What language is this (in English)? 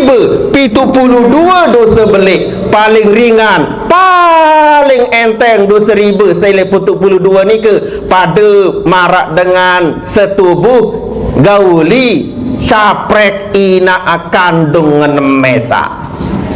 Sasak